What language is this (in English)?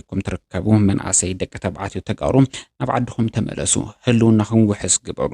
Tigrinya